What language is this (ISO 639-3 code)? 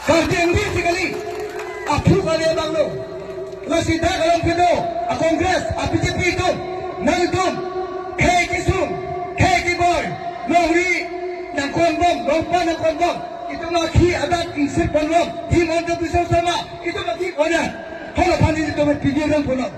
mjw